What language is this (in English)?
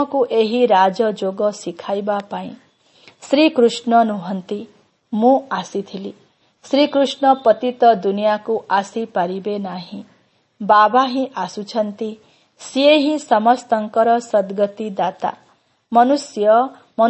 Odia